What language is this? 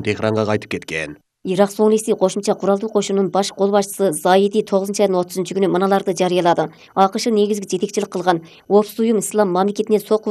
Kyrgyz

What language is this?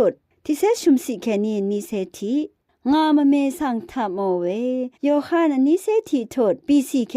Rawang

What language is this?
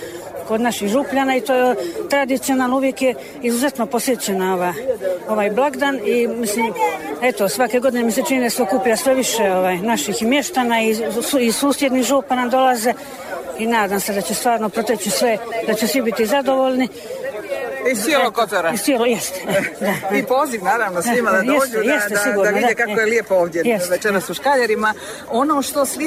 Croatian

